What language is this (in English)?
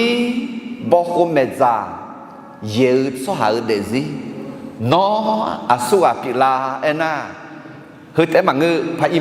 Akha